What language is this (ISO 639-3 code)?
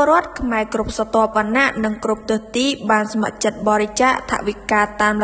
khm